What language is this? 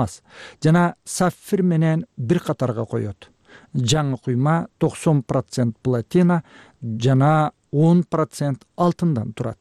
Kyrgyz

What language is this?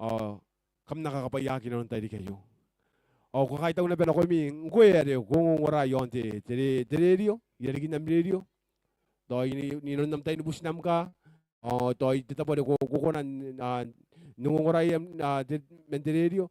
Gilbertese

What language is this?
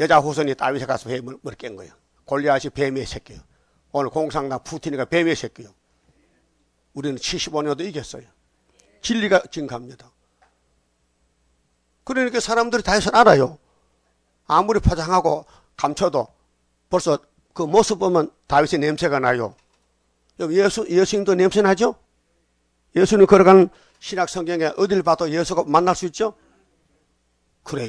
Korean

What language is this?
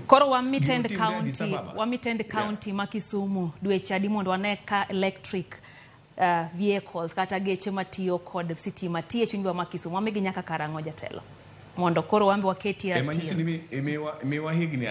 Luo (Kenya and Tanzania)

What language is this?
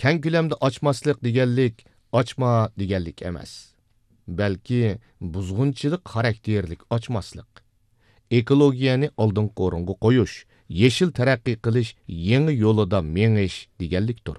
Uyghur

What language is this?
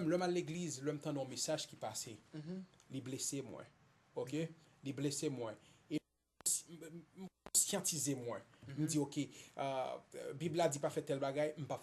Haitian Creole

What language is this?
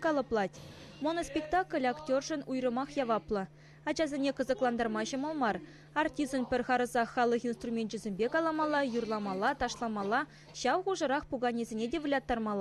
Chuvash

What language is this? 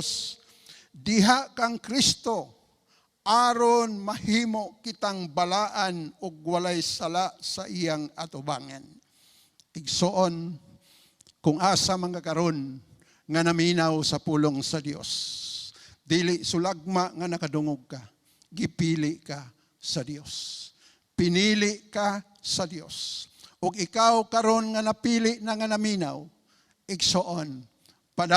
Cebuano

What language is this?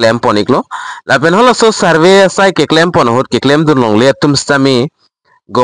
Karbi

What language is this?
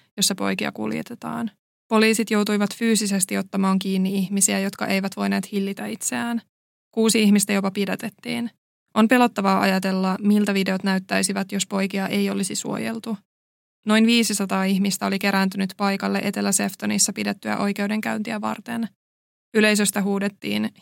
Finnish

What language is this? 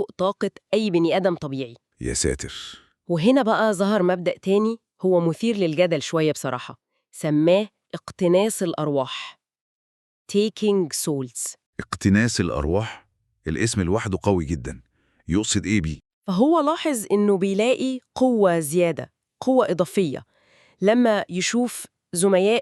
Egyptian Arabic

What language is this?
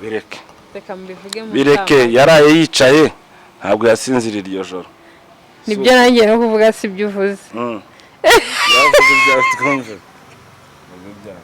Kinyarwanda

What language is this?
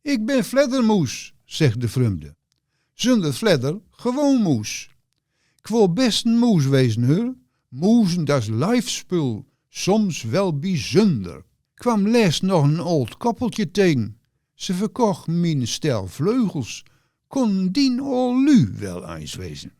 Gronings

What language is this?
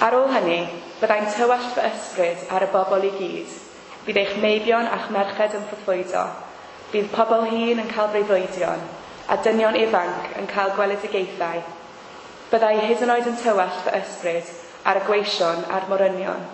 Welsh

